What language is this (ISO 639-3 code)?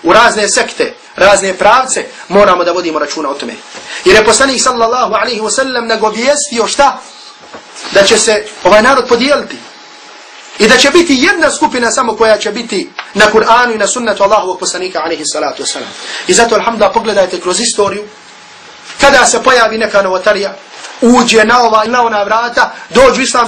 bos